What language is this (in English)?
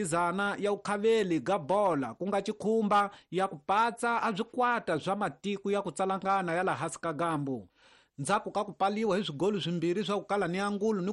Tsonga